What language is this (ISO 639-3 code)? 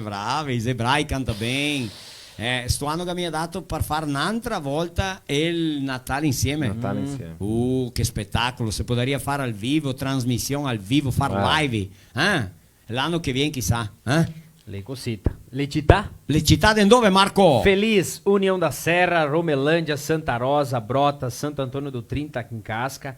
vec